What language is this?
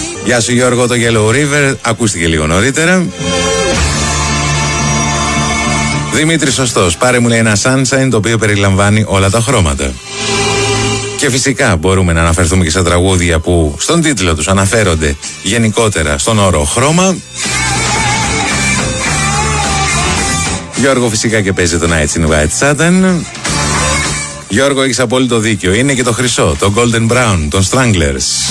Greek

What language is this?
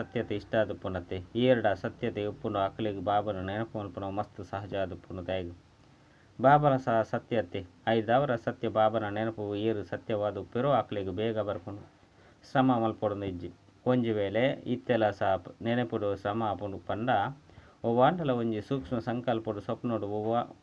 Tulu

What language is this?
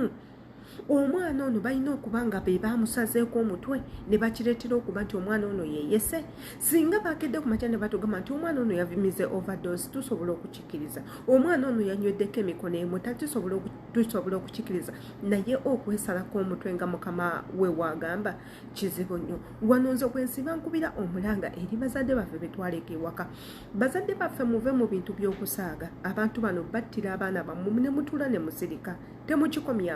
Ganda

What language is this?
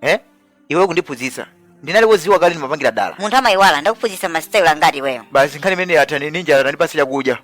Nyanja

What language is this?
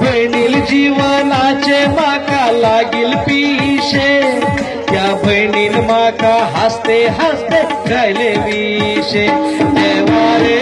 Konkani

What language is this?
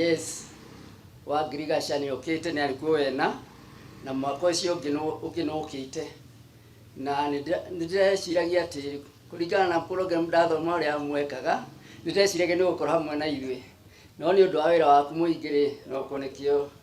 Kikuyu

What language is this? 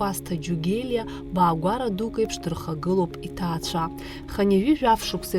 Abkhazian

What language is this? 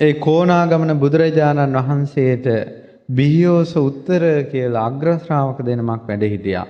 Sinhala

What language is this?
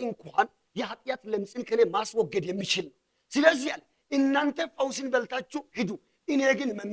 Amharic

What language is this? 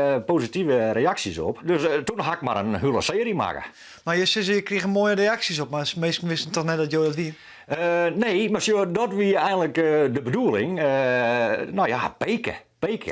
Western Frisian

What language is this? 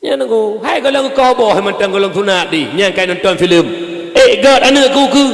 Achinese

